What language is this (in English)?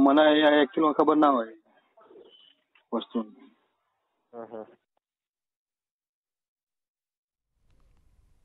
Gujarati